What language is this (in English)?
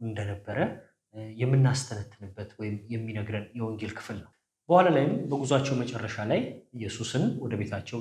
Amharic